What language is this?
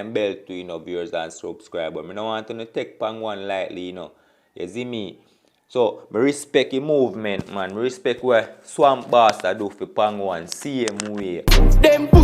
Jamaican Creole English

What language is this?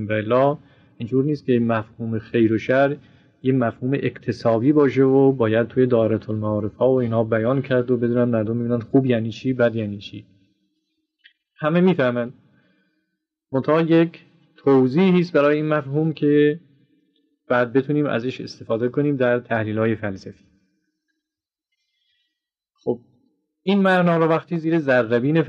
Persian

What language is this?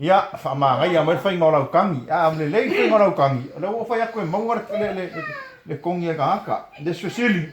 Samoan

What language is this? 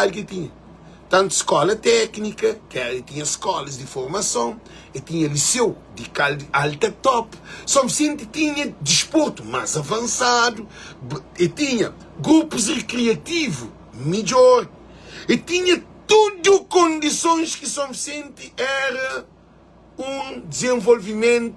Kabuverdianu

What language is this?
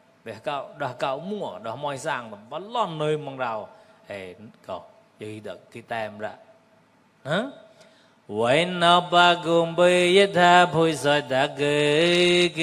Mon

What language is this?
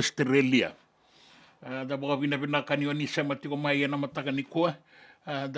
Fijian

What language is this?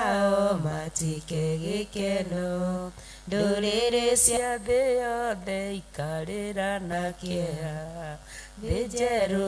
Kikuyu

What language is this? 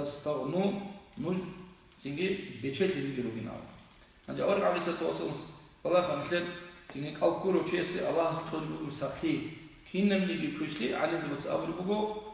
Avaric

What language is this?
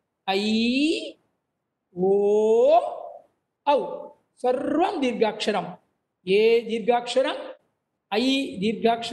Sanskrit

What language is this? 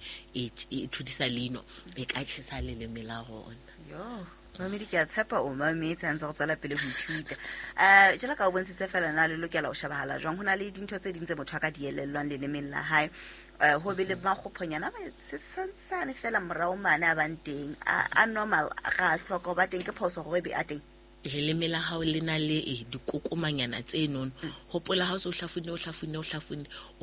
Southern Sotho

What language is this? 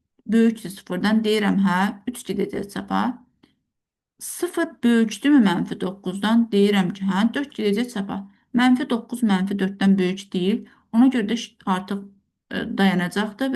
Azerbaijani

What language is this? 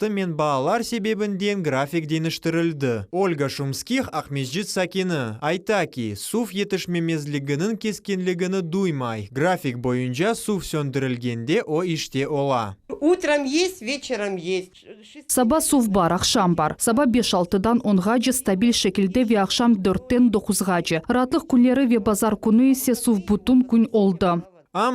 Crimean Tatar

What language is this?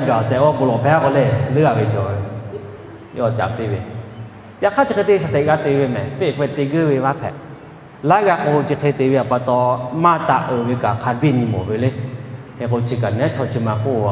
Lahu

